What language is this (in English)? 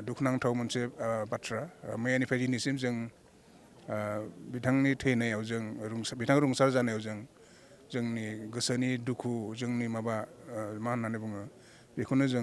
Bodo